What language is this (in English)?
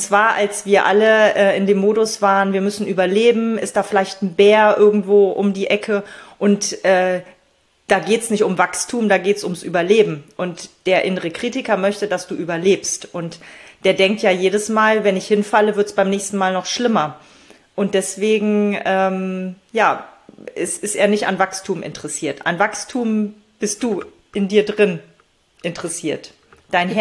German